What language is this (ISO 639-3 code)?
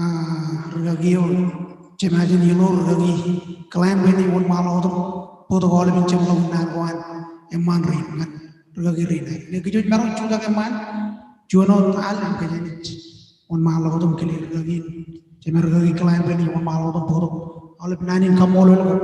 mah